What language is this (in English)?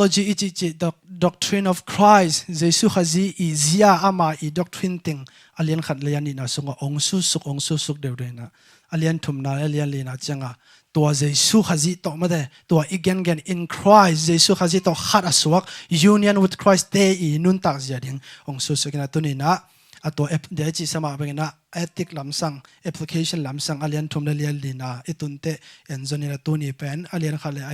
Tedim Chin